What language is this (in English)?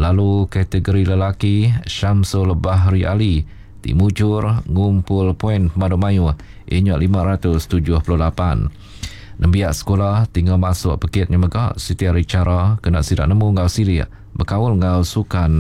Iban